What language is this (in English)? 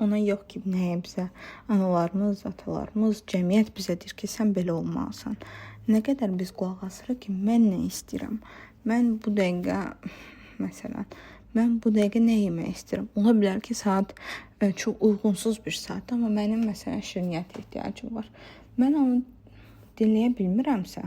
Azerbaijani